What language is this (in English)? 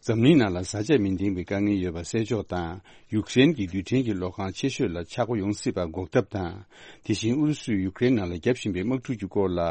Tibetan